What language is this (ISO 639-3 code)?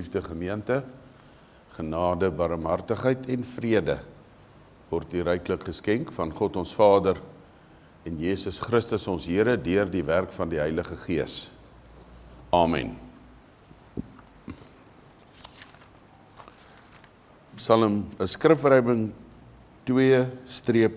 afr